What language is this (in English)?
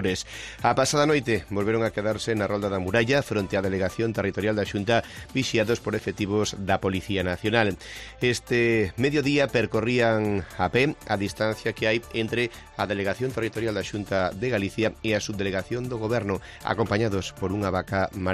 Galician